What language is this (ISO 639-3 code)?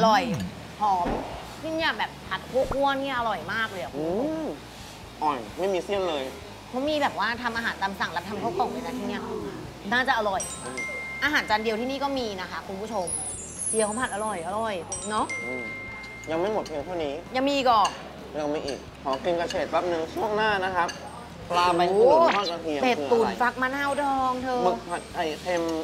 tha